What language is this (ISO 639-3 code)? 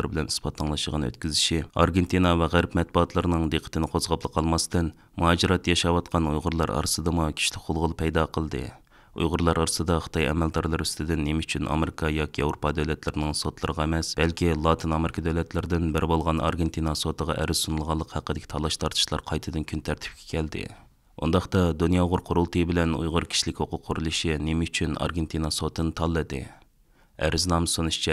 uig